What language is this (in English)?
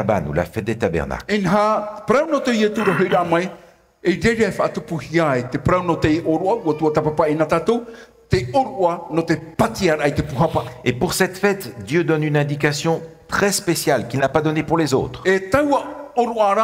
Tahitian